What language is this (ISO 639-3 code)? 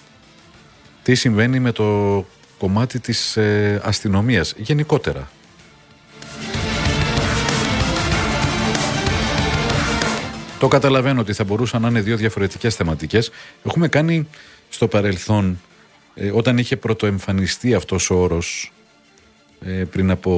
ell